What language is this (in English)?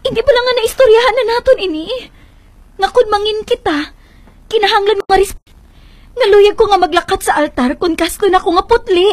Hiligaynon